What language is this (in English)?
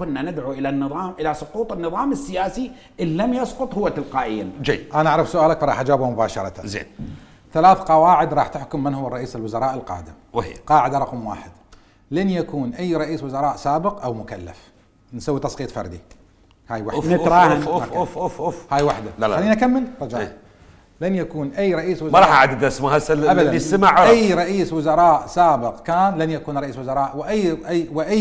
Mesopotamian Arabic